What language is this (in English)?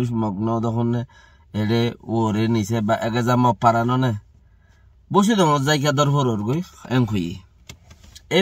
Rohingya